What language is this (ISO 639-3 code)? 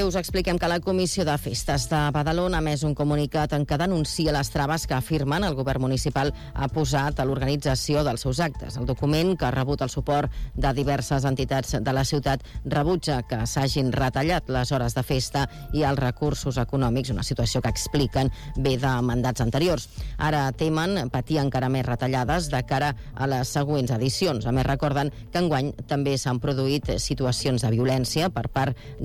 cat